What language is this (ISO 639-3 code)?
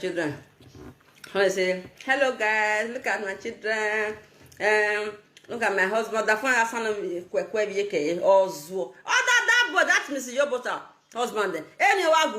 pcm